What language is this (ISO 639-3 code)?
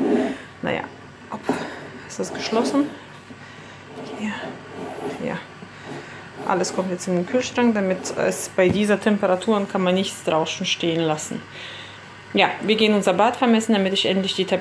deu